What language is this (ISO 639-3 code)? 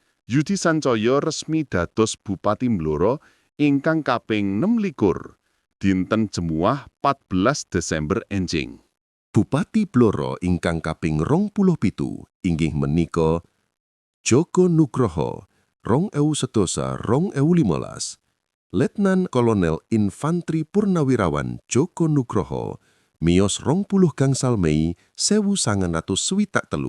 jav